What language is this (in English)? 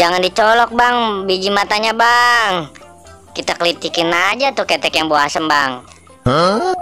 Betawi